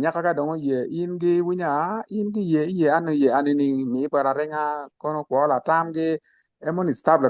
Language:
Acoli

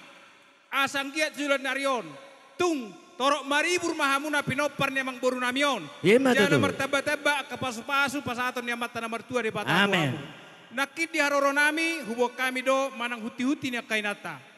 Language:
Batak Toba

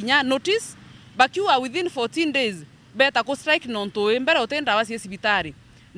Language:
Meru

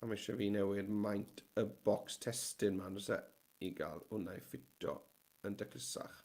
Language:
Welsh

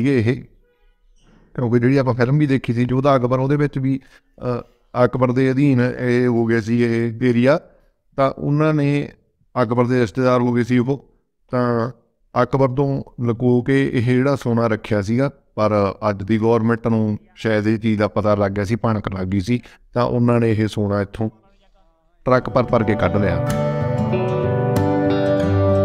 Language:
Punjabi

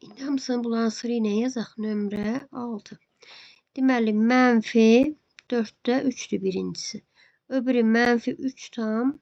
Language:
Azerbaijani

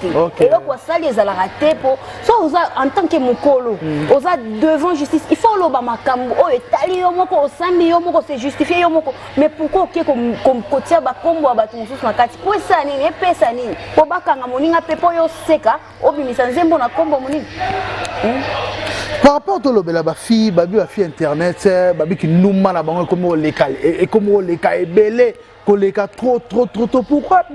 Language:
Lingala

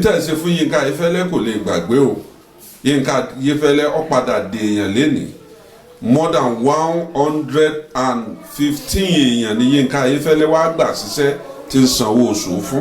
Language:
Yoruba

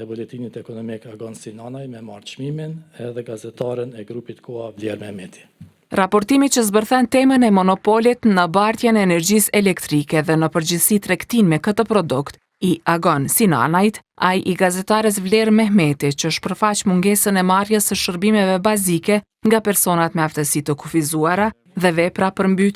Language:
Albanian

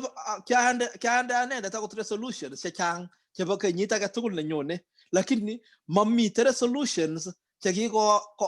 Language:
Kalenjin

